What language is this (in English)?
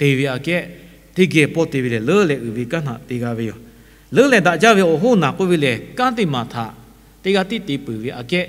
Lahu